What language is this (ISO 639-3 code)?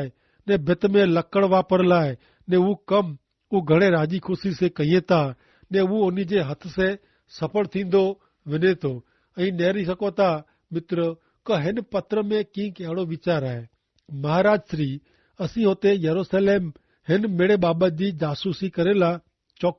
kfr